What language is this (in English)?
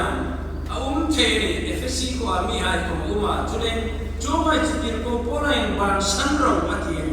Hmar